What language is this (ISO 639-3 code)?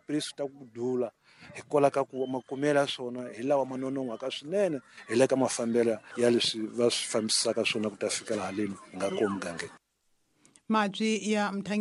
tso